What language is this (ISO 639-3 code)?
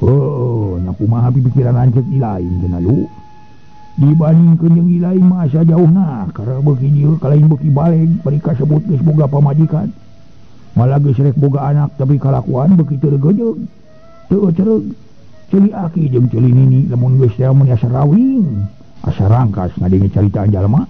sun